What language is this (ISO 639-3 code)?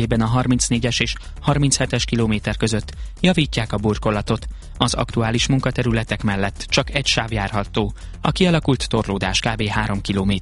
hun